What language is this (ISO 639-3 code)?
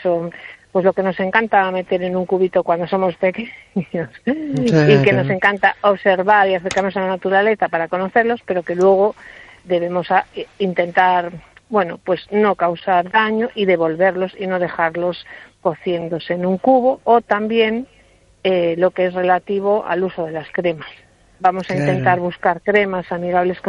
spa